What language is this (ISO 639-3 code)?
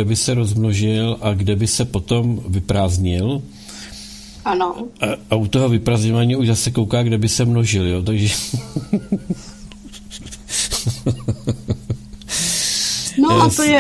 ces